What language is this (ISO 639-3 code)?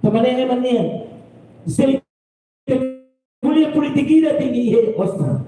tet